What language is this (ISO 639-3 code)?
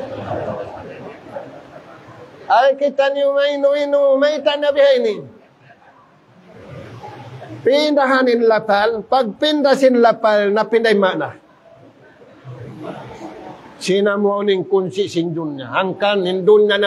tsg